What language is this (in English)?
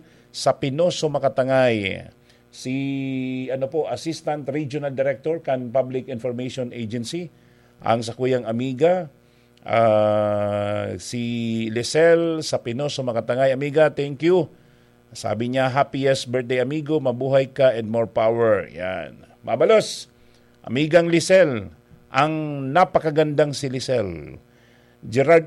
Bikol